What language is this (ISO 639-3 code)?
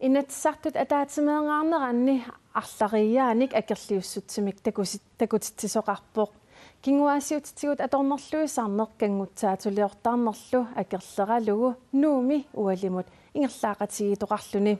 kal